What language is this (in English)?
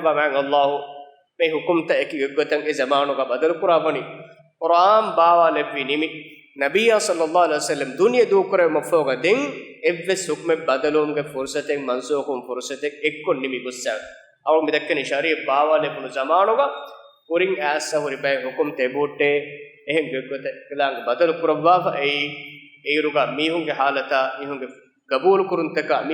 Divehi